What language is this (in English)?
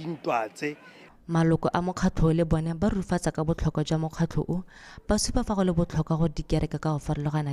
Tswana